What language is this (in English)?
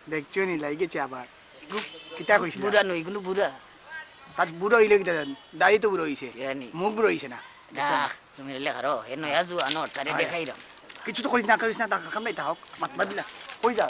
Sylheti